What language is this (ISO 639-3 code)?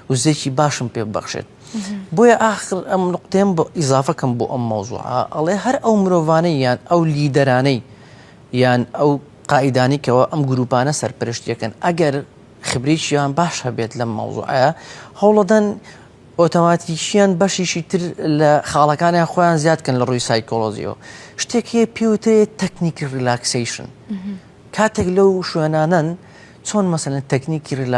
ckb